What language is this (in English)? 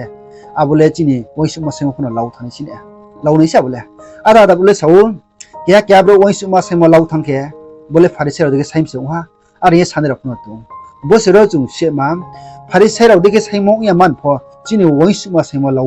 Riang (India)